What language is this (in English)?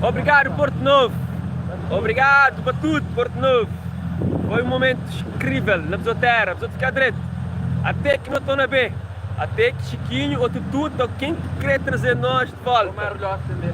Kabuverdianu